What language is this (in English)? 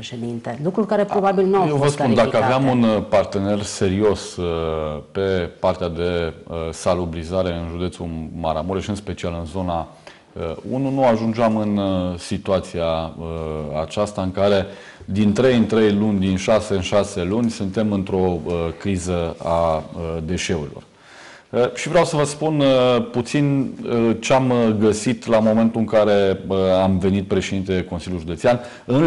Romanian